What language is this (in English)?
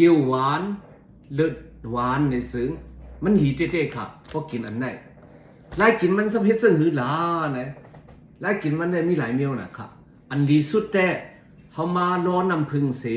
Shan